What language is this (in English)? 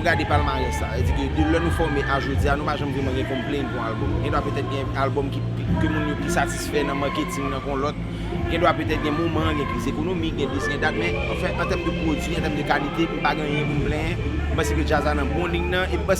Haitian Creole